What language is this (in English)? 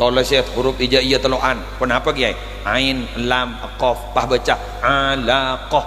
Madurese